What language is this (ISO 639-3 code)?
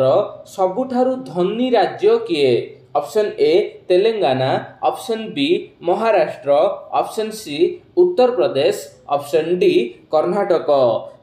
ori